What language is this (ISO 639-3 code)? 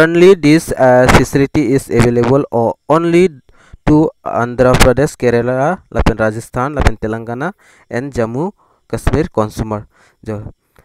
mjw